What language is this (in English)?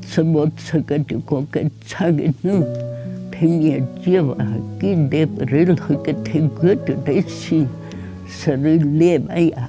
Angami Naga